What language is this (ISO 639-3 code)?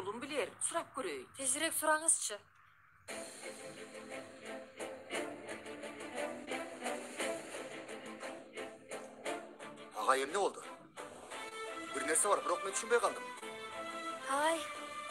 kir